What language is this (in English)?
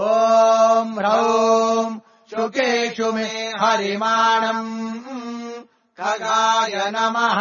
Sanskrit